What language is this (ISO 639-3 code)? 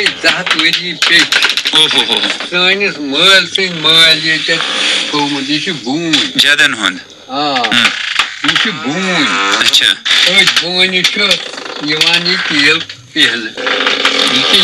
kas